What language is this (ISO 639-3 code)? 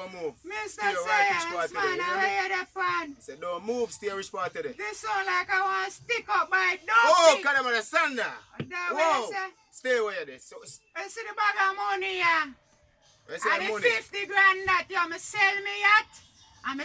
jam